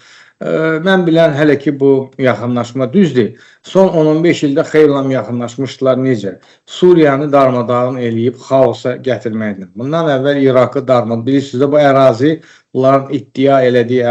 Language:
Azerbaijani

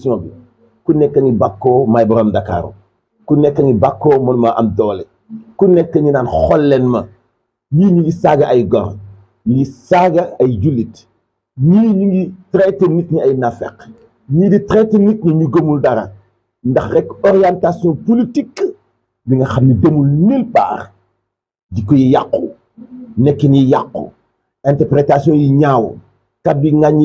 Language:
Wolof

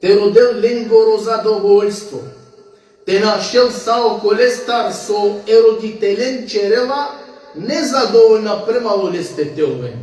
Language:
Balkan Romani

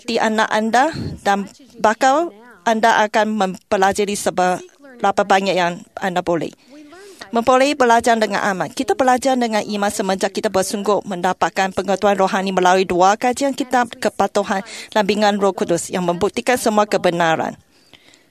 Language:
Malay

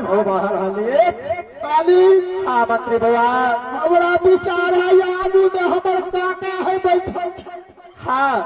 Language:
Maithili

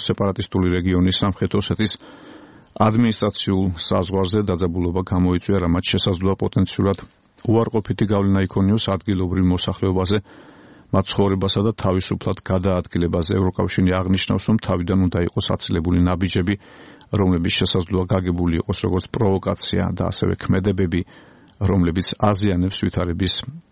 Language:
Georgian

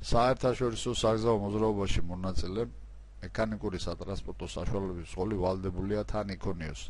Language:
Georgian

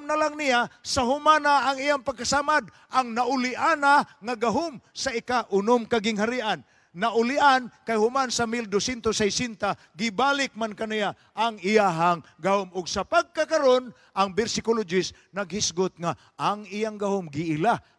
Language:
Cebuano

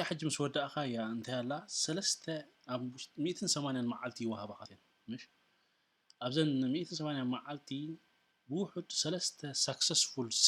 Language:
Tigrinya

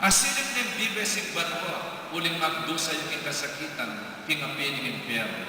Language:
Pampanga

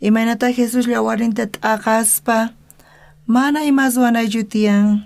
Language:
South Bolivian Quechua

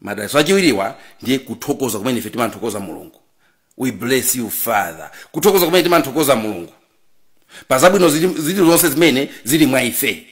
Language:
Nyanja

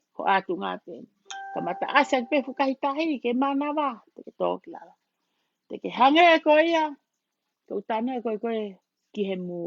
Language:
Tongan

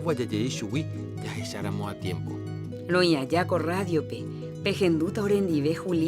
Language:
Guarani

